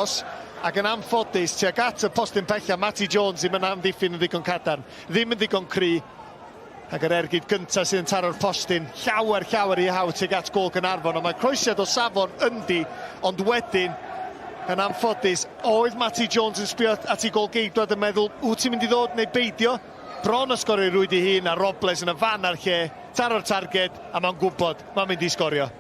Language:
Welsh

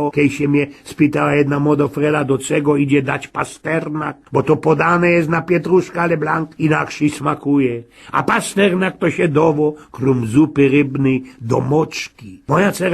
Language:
Silesian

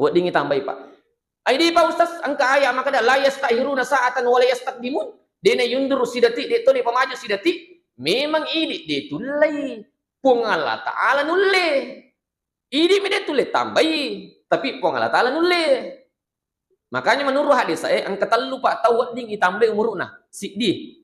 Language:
Buginese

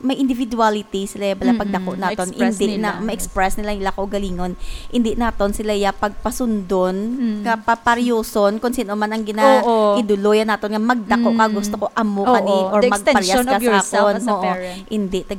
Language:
Hiligaynon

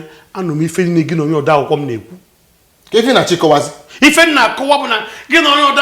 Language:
Igbo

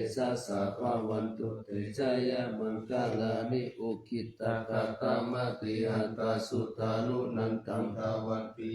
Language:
Pali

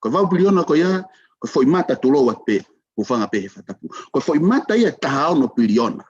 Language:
Tongan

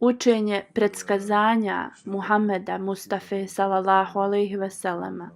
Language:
Bosnian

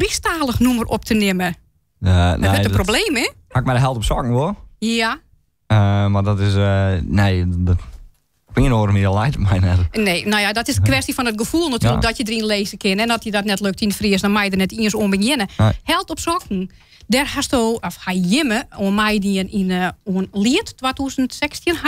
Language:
Western Frisian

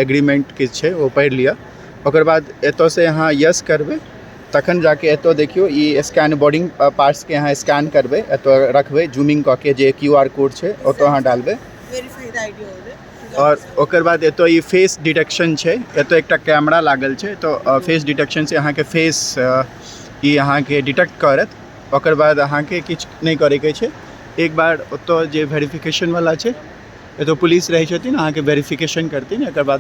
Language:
Maithili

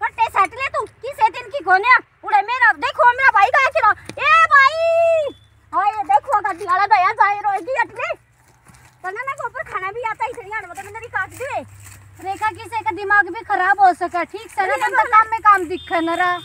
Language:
Haryanvi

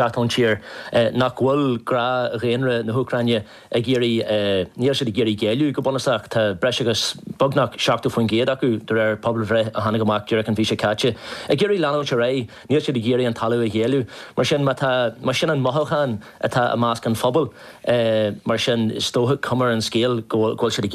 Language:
Irish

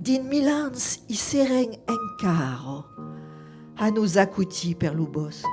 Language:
Occitan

